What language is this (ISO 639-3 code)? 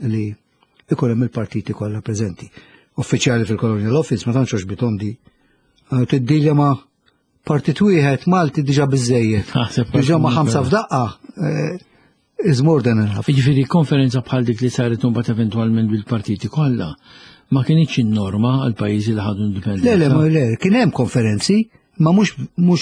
mlt